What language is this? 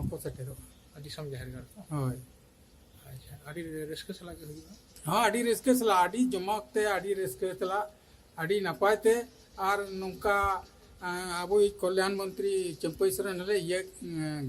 Santali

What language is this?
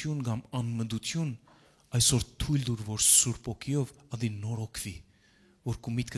Western Armenian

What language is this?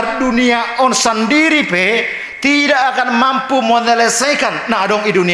Batak Simalungun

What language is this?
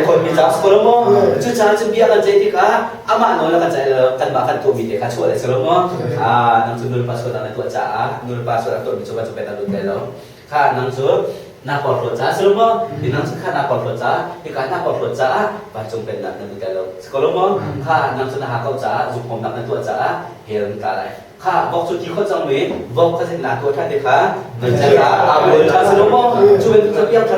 Hakha Chin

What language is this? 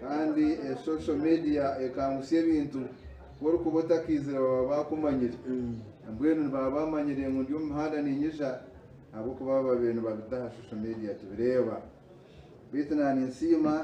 Nyankole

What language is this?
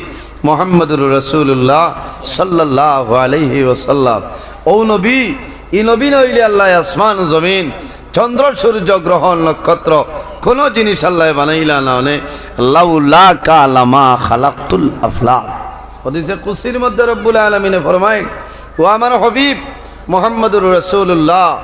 Sylheti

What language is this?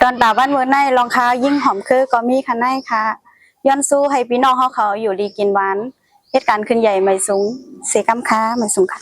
Shan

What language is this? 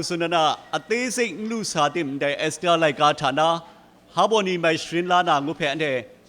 Kachin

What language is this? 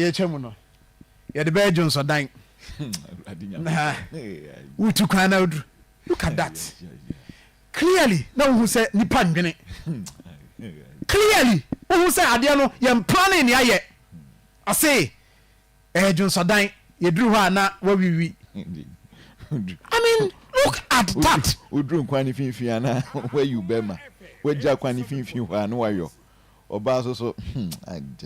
Akan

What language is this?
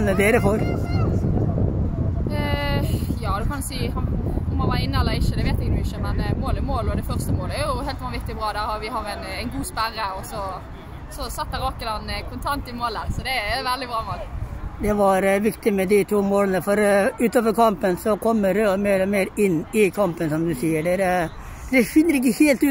Norwegian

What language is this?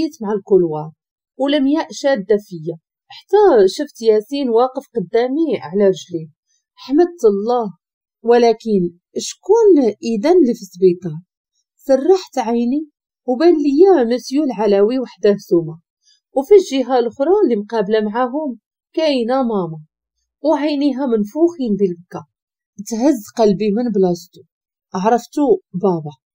Moroccan Arabic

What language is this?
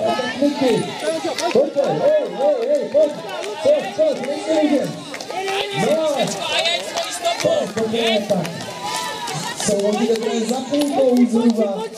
Czech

